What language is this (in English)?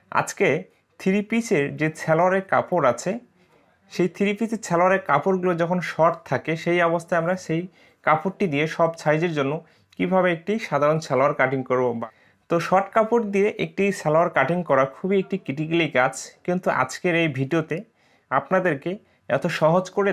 Bangla